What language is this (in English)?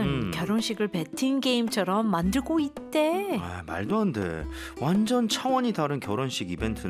Korean